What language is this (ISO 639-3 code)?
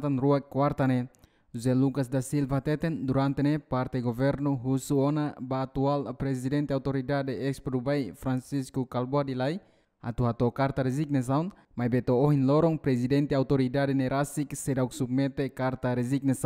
tet